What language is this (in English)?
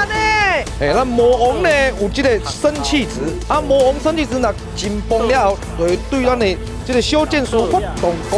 Min Nan Chinese